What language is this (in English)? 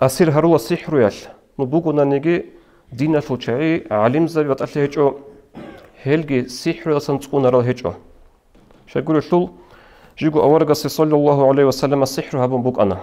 Avaric